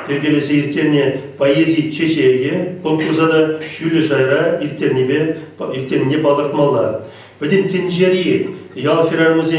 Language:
Chuvash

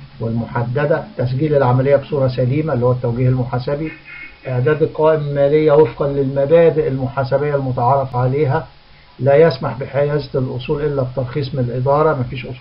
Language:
Egyptian Arabic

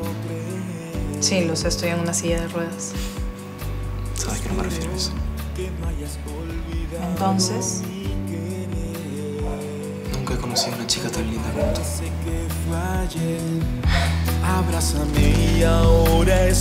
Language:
Spanish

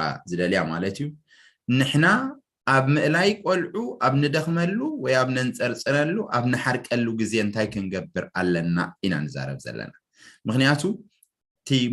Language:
Tigrinya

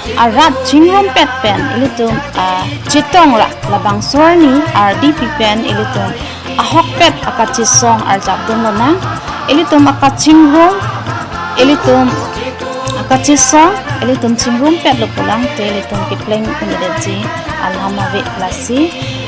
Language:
Karbi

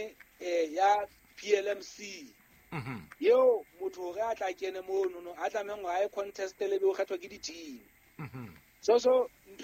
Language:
Southern Sotho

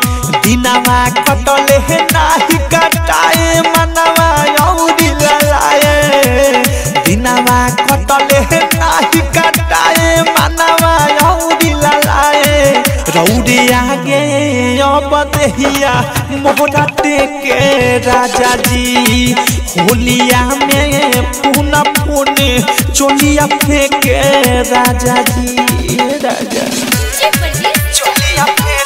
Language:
Bhojpuri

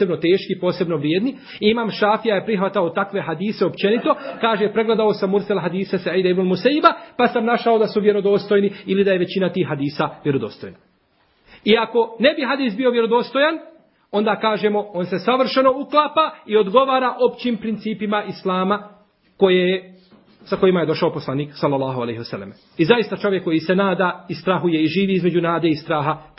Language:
Bosnian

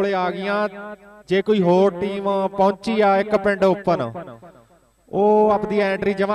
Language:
Punjabi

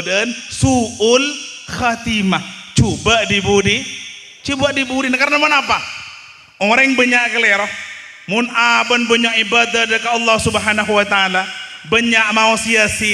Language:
Madurese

